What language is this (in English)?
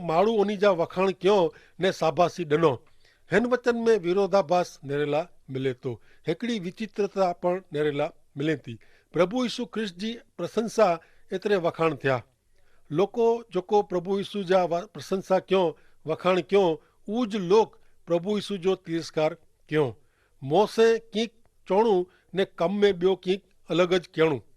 Kachhi